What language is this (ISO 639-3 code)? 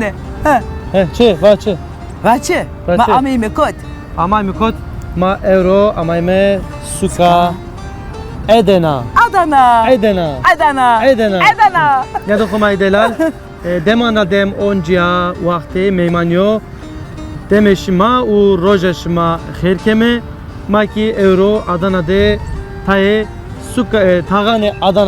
zza